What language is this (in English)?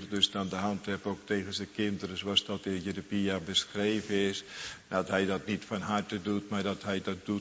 Dutch